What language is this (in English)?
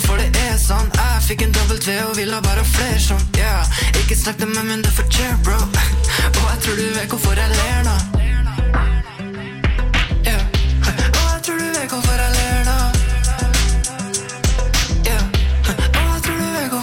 Norwegian